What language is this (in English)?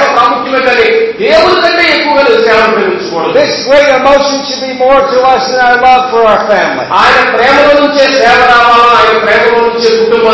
Telugu